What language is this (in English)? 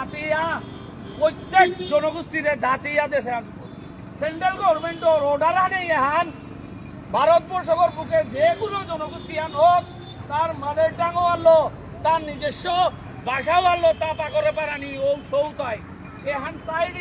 Bishnupriya